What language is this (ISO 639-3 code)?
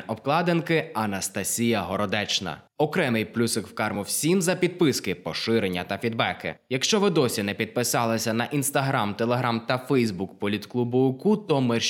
ukr